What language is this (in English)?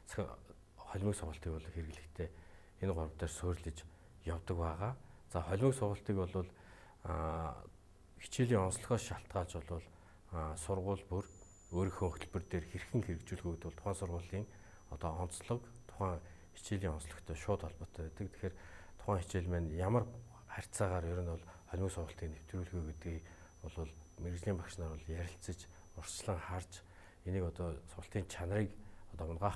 Mongolian